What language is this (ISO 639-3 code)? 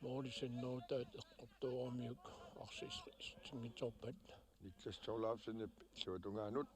kal